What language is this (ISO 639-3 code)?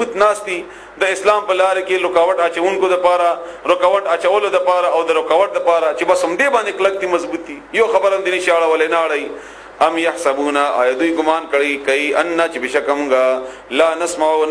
pus